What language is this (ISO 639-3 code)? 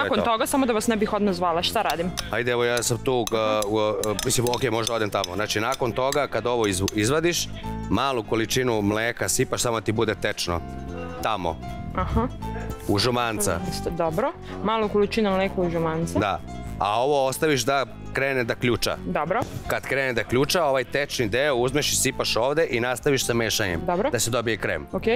srp